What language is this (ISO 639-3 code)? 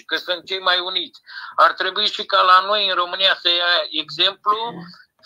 ron